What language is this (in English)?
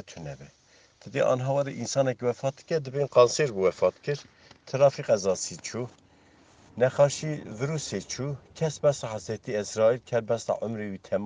Kurdish